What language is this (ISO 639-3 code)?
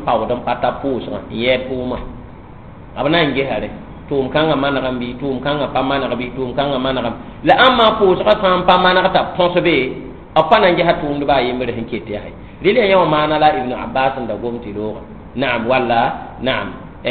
mos